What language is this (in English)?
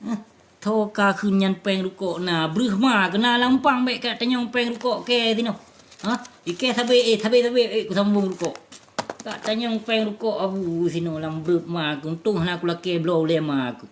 Achinese